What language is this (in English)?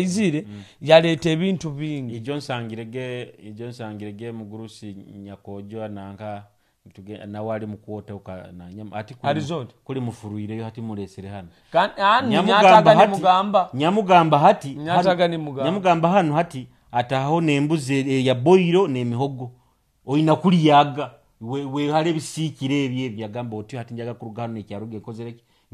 Nyoro